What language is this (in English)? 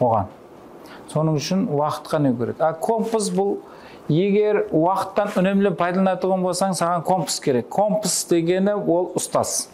Kara-Kalpak